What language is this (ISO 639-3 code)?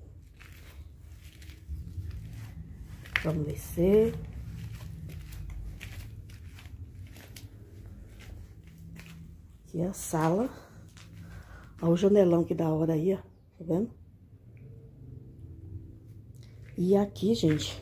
por